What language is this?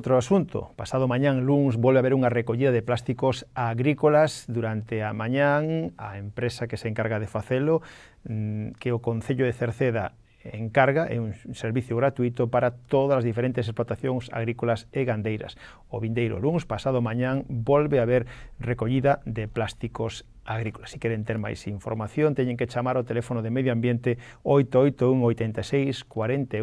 Galician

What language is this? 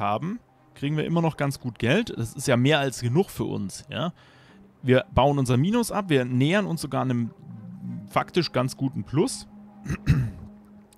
German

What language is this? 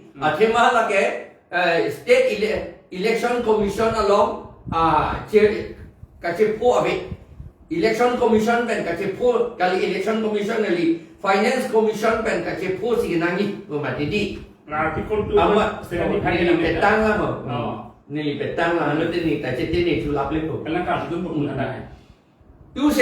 Karbi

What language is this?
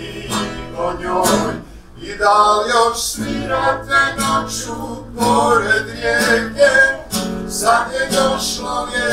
Bosnian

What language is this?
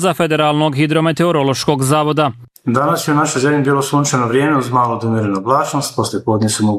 Bosnian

